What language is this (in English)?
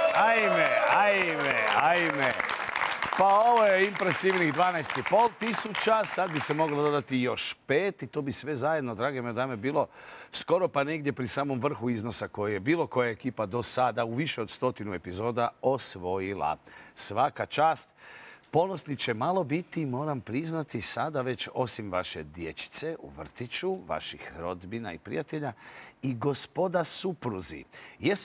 Croatian